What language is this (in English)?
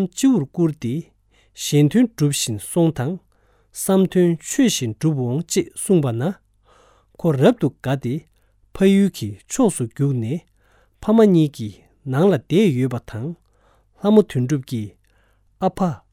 Tibetan